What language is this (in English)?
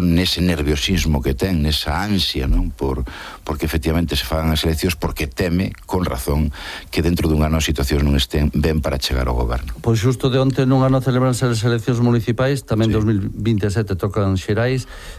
Galician